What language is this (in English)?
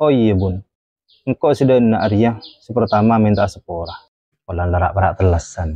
Madurese